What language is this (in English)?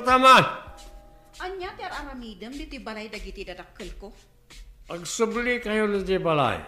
Iloko